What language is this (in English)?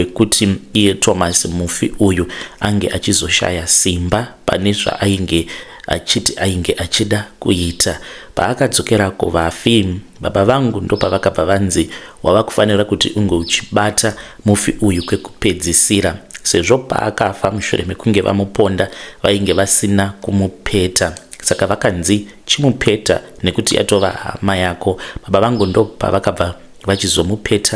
Shona